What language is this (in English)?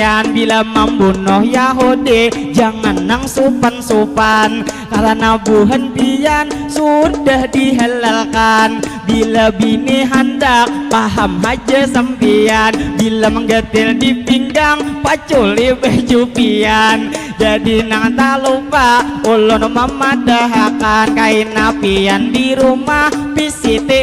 Banjar